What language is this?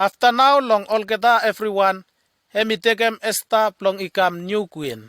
Bislama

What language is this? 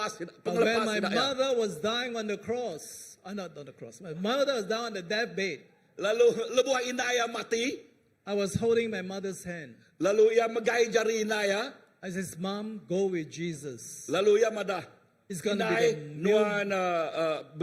Iban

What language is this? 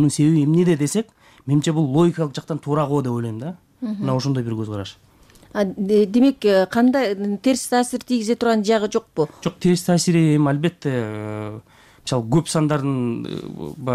Kyrgyz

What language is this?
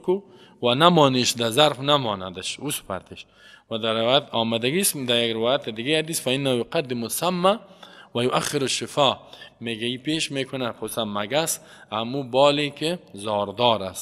Persian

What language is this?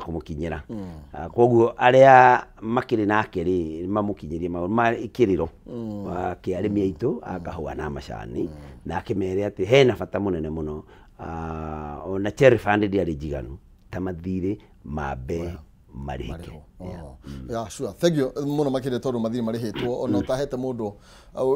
Kikuyu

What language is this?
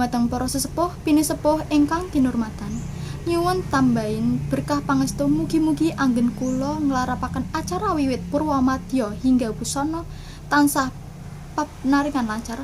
Javanese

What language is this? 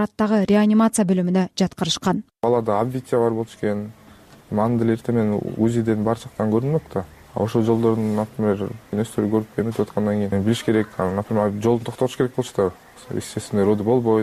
Kyrgyz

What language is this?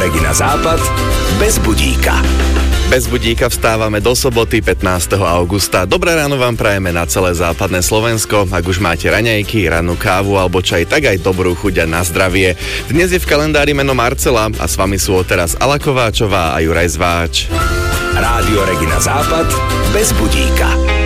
Slovak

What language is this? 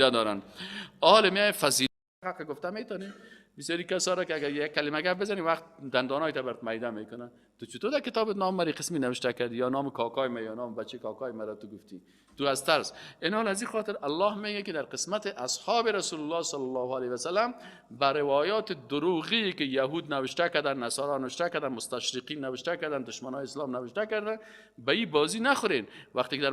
Persian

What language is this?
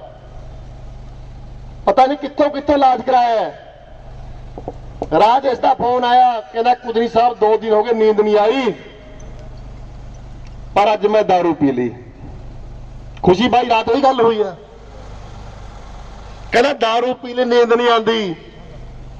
Punjabi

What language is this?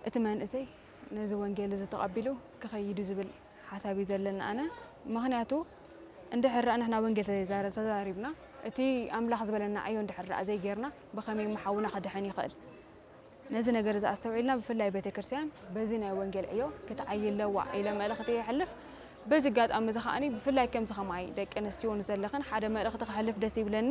Tigrinya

